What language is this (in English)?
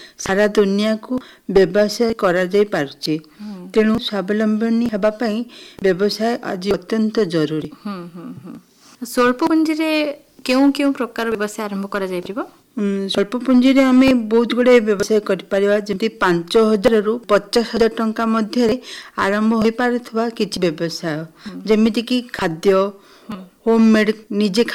Odia